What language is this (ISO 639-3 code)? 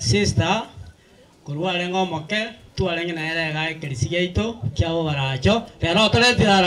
guz